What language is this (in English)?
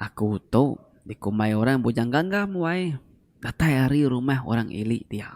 Iban